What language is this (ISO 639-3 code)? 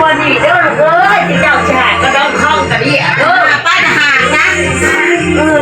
tts